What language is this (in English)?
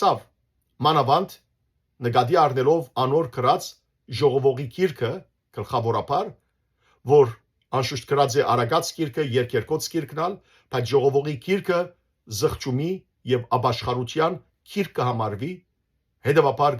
Western Armenian